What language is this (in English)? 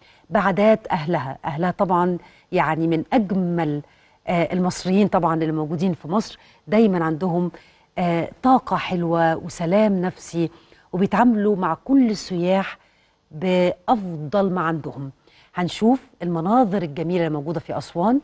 Egyptian Arabic